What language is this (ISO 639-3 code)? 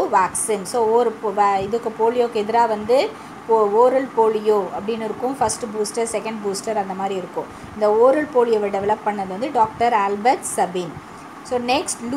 tam